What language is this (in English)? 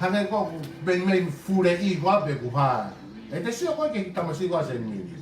Tongan